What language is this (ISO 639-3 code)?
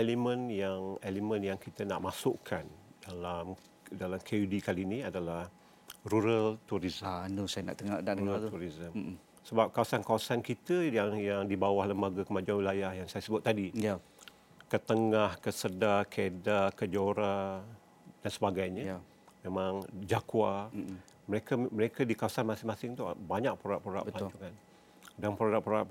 msa